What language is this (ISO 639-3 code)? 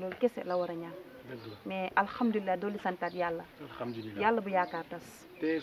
wol